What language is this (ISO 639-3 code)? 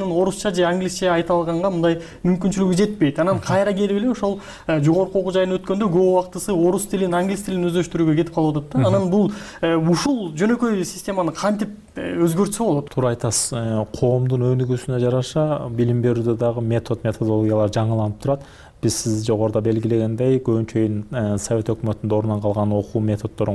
kir